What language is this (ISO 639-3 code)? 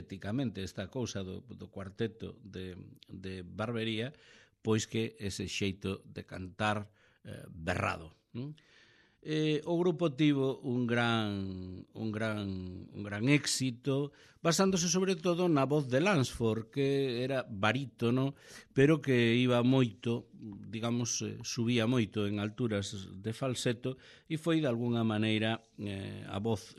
glg